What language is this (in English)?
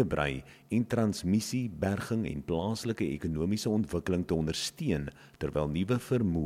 Afrikaans